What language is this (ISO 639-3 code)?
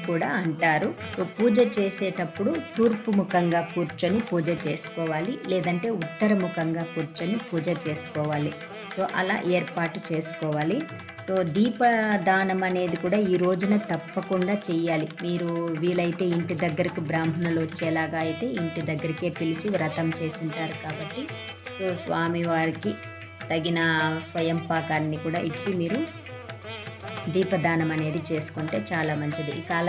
tel